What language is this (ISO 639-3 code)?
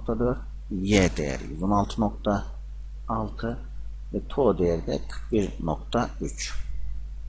tur